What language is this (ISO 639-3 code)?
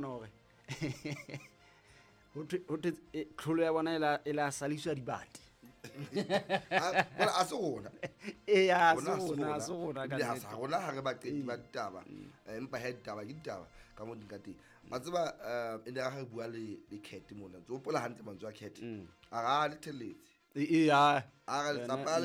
sot